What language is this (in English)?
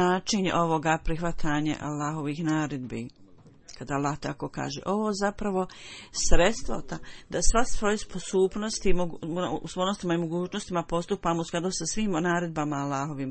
Bosnian